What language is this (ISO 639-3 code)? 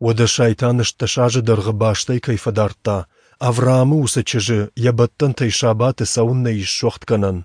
oss